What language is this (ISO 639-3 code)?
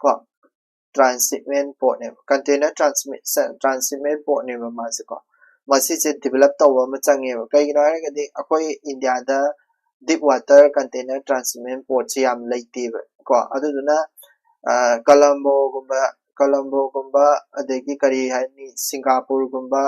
mni